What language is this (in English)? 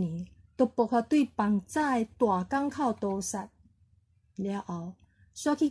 Min Nan Chinese